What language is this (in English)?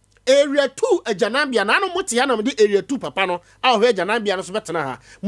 Akan